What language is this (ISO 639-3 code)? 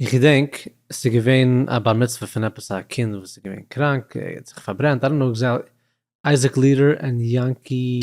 yid